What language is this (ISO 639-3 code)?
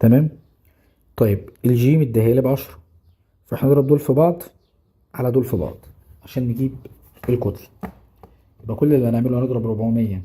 arz